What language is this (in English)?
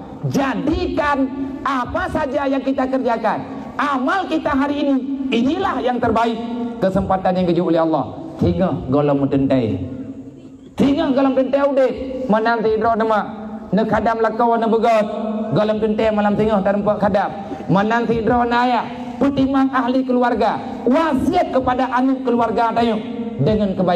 Achinese